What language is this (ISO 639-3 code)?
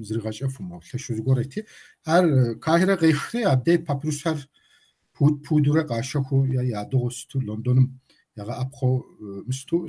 kbd